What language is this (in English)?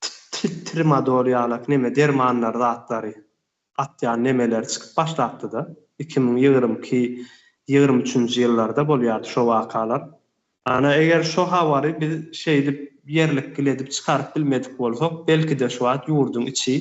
Turkmen